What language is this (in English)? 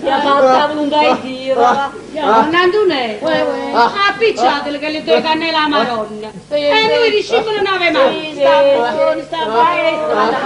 Neapolitan